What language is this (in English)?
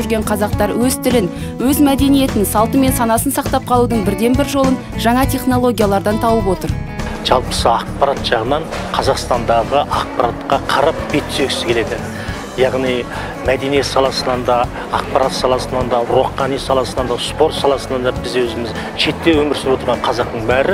Kazakh